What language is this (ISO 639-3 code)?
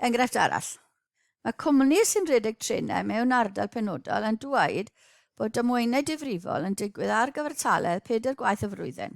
cym